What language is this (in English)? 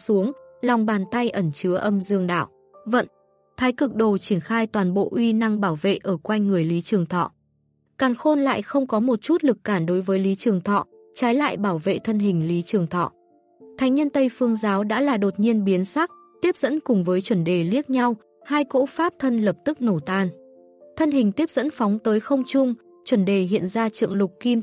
Vietnamese